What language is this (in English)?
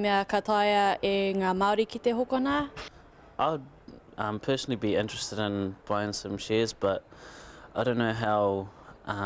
Māori